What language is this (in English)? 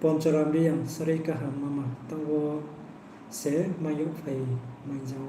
Riang (India)